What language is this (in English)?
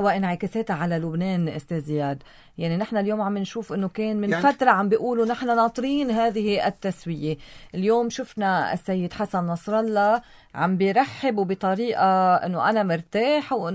North Levantine Arabic